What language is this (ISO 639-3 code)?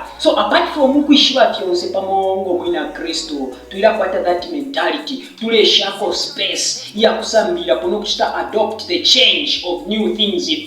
bem